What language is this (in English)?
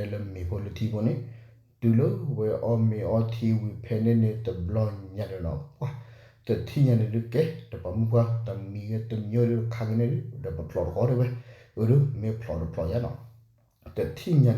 S'gaw Karen